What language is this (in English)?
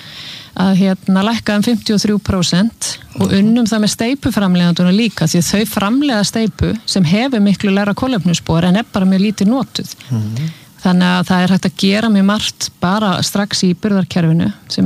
Icelandic